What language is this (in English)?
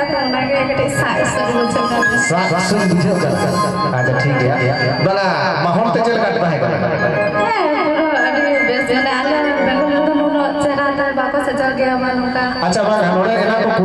Santali